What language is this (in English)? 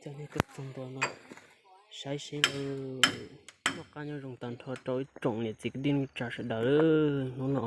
Hmong